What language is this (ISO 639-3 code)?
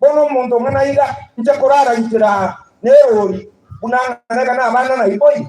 guz